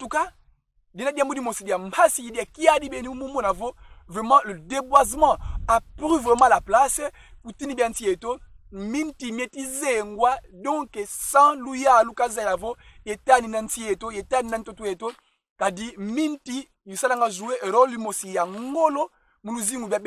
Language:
Kongo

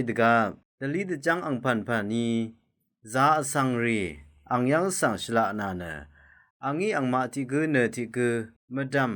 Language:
Rawang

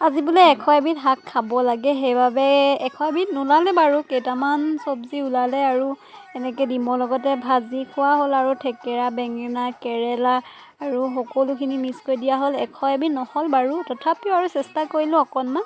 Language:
Assamese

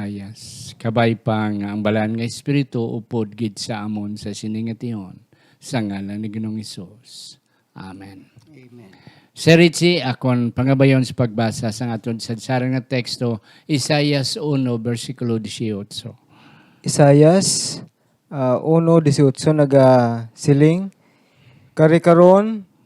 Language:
Hiligaynon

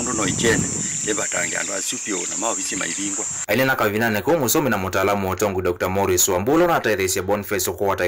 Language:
Kamba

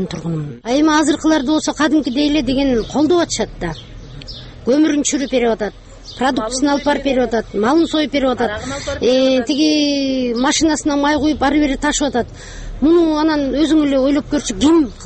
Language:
Kyrgyz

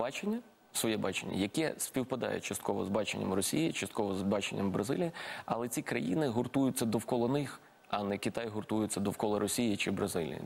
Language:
Ukrainian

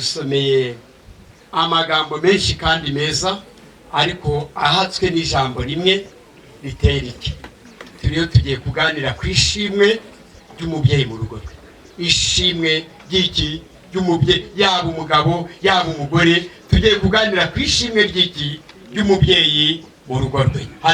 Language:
Kinyarwanda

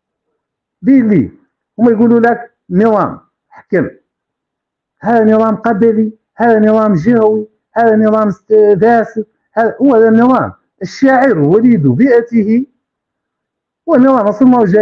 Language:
Hassaniyya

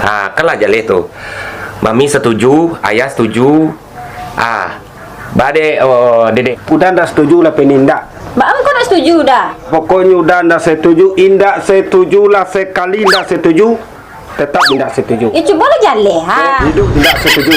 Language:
Minangkabau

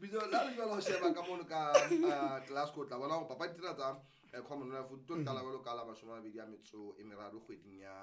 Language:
Southern Sotho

